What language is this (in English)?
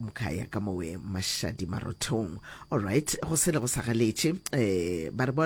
Northern Sotho